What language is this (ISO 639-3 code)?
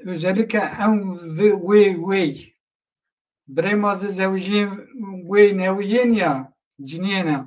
zza